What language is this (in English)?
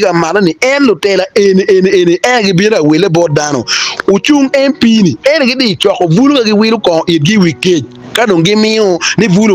Acoli